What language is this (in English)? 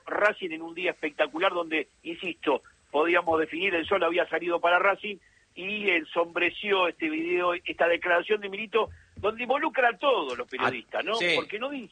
Spanish